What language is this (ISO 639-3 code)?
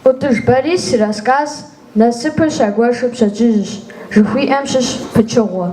kbd